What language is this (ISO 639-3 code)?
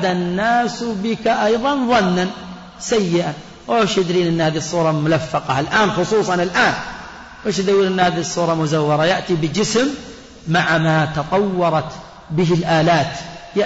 ara